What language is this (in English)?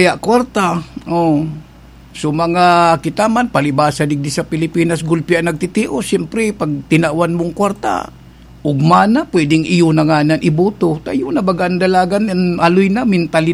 Bikol